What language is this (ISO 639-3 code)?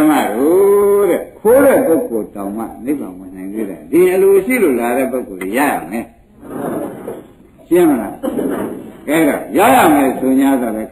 mya